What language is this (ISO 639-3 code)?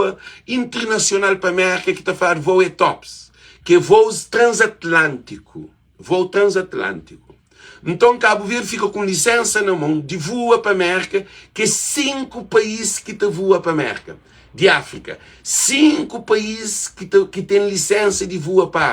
kea